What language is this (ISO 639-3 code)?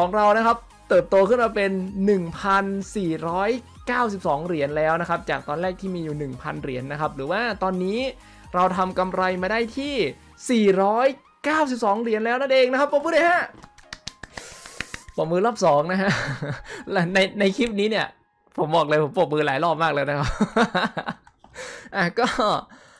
tha